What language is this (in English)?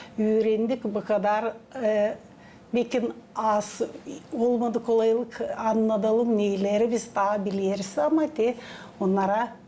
Gagauz